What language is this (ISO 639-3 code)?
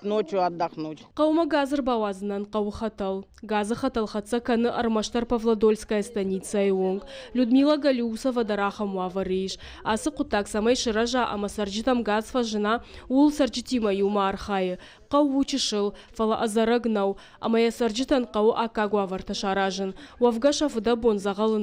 oss